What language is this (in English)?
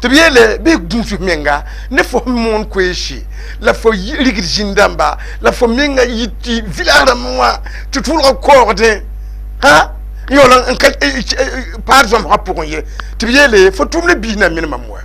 Mossi